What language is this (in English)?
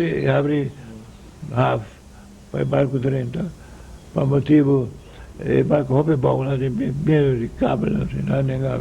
Papiamento